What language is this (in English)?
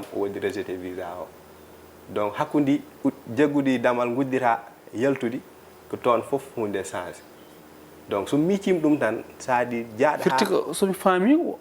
Fula